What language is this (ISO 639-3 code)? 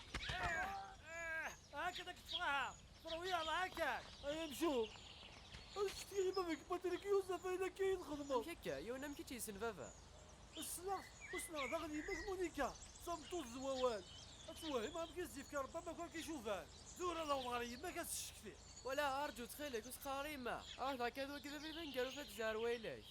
kab